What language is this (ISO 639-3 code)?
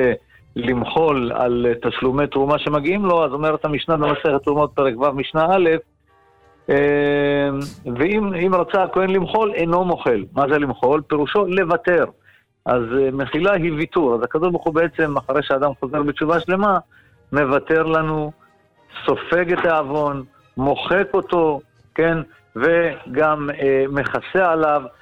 heb